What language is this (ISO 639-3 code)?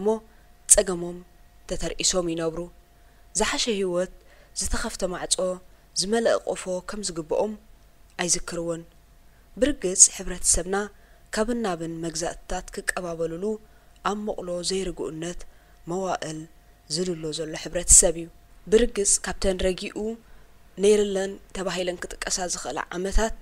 tir